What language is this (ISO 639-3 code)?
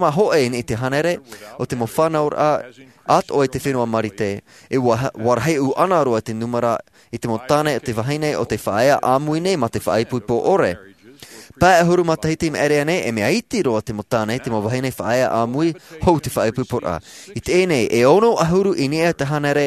tah